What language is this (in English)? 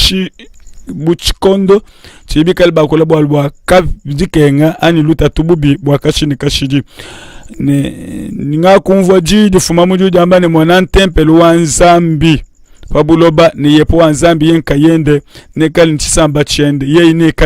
Luba-Lulua